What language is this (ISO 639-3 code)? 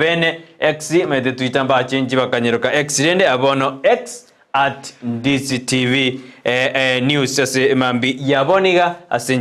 guz